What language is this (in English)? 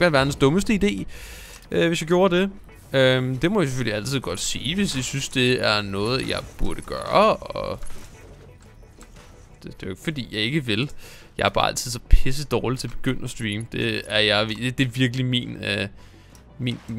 Danish